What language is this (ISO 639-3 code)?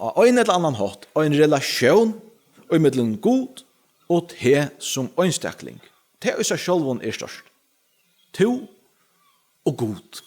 fao